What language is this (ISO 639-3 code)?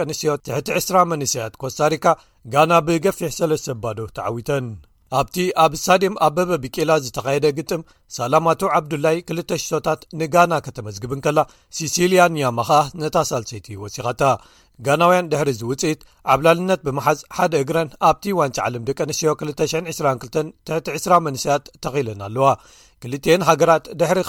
tir